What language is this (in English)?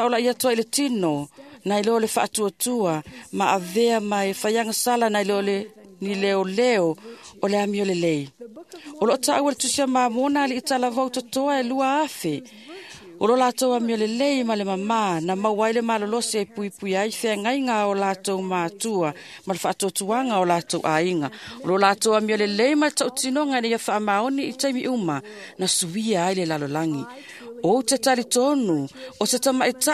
Samoan